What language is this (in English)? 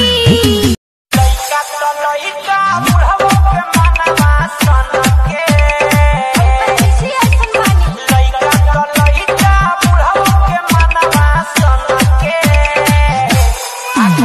Bhojpuri